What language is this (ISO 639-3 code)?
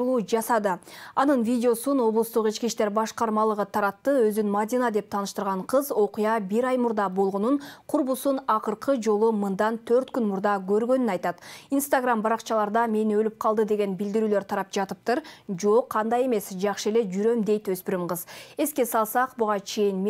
kir